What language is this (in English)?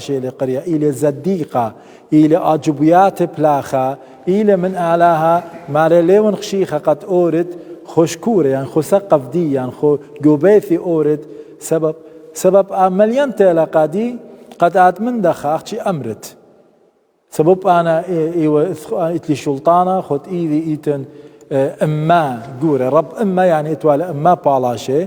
Assyrian Neo-Aramaic